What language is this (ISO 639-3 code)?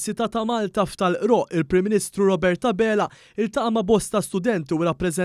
mlt